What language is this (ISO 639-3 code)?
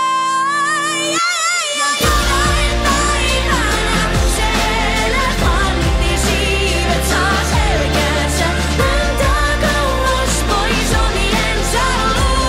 fin